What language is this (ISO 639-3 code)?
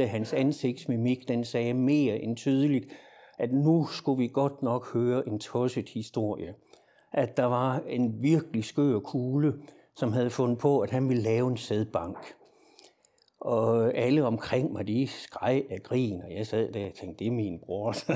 dan